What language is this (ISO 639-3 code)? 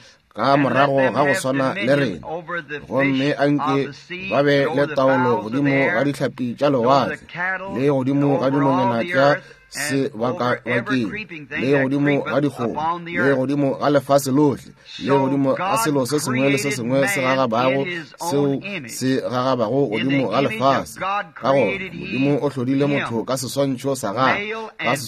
nso